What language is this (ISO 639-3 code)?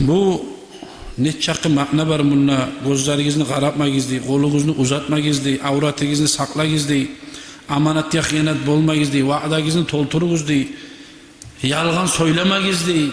kum